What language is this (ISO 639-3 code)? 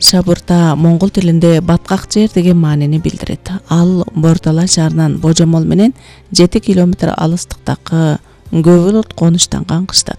kir